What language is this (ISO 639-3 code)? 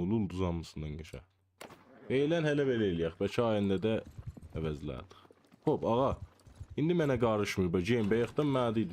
azb